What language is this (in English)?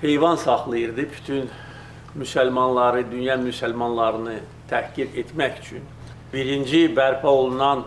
Azerbaijani